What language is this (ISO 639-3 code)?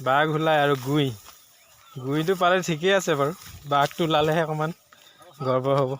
asm